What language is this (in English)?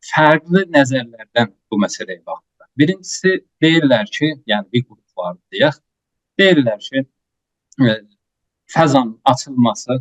South Azerbaijani